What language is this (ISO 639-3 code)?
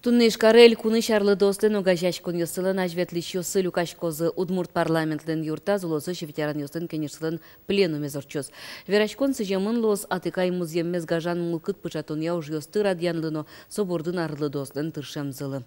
udm